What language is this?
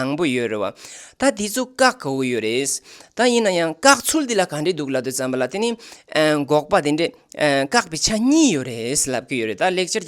Tibetan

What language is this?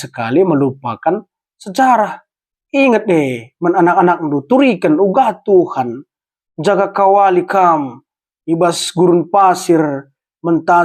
Batak Karo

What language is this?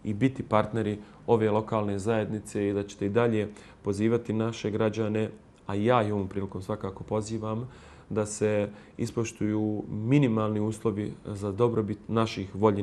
Bosnian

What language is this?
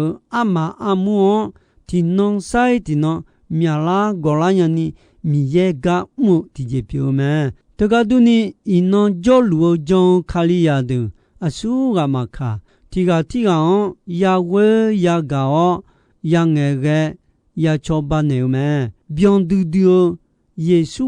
Akha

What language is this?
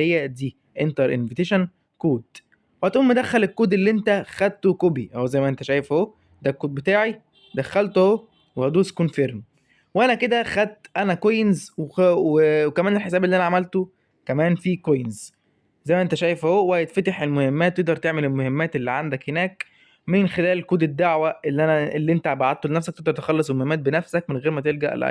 Egyptian Arabic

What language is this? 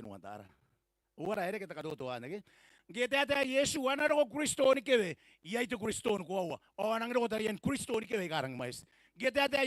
Gilbertese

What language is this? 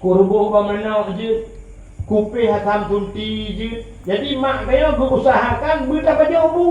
Achinese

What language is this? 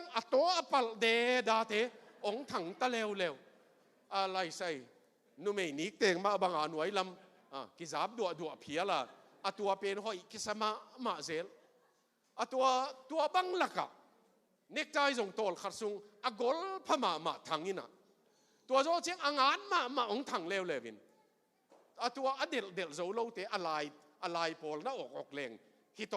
Tedim Chin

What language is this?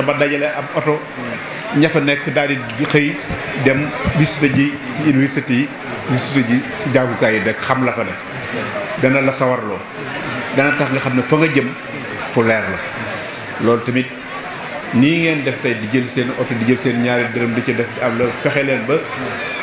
Wolof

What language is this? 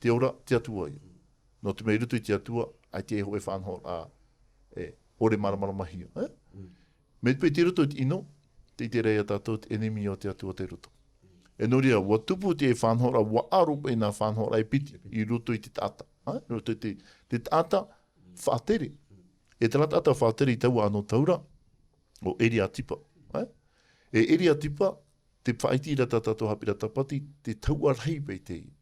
Tahitian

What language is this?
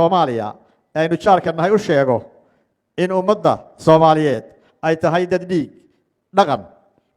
Somali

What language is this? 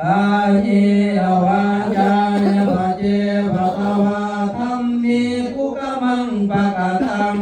Pali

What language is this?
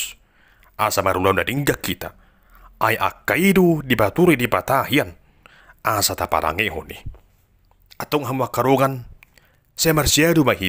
Batak Toba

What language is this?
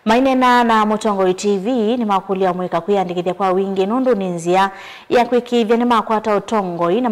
Kamba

